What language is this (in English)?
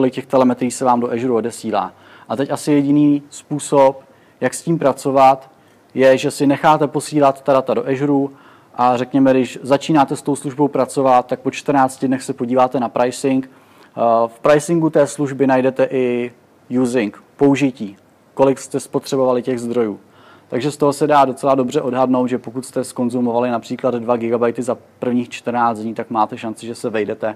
Czech